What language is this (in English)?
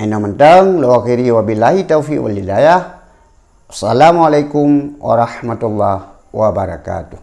Achinese